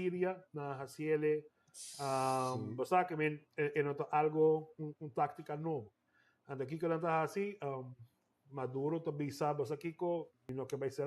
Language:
Papiamento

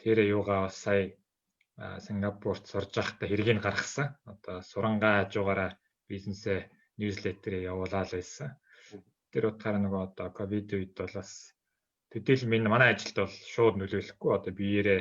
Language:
Mongolian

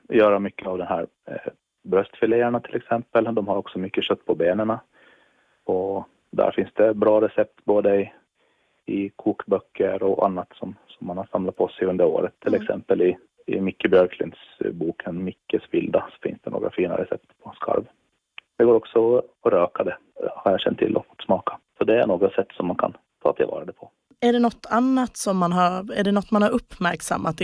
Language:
Swedish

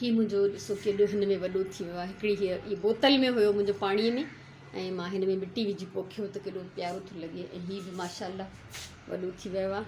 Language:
Sindhi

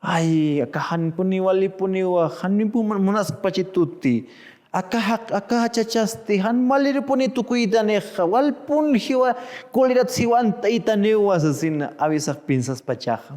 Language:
Aymara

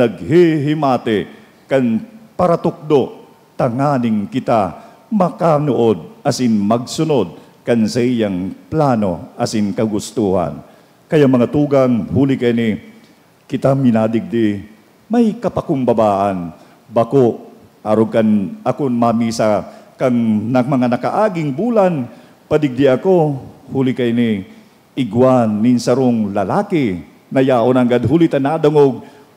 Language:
Bikol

